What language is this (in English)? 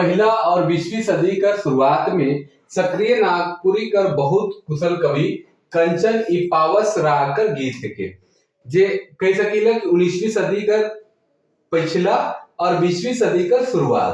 Sadri